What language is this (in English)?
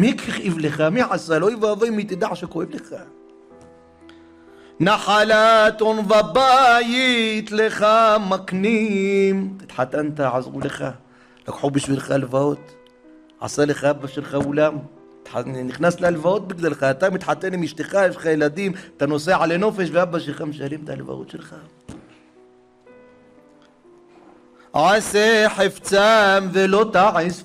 Hebrew